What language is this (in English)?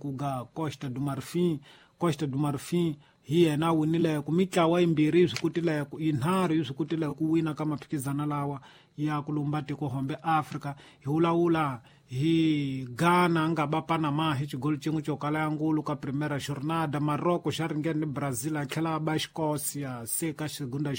Tsonga